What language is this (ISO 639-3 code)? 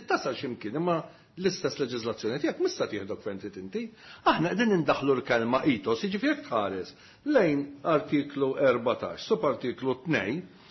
mlt